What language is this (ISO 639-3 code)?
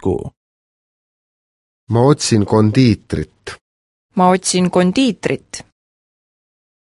est